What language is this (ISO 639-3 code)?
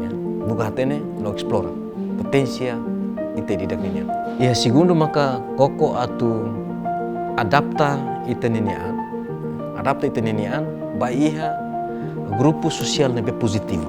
tet